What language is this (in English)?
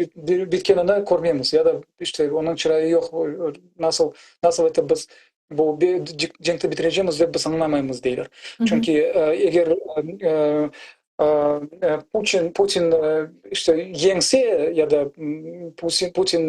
Crimean Tatar